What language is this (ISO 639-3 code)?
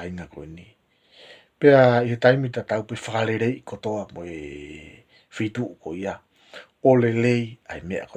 ton